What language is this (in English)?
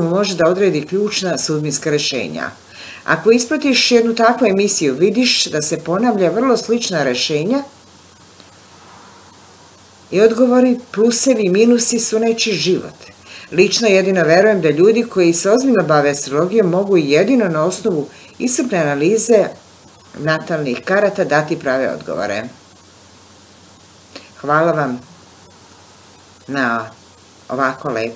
Serbian